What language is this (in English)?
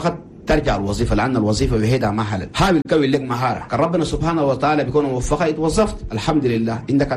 Chadian Arabic